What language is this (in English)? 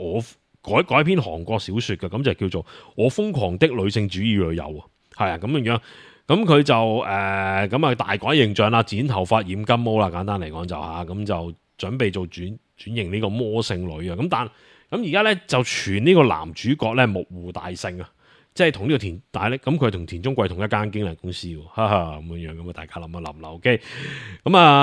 Cantonese